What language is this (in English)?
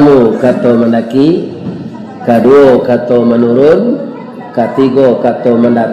Minangkabau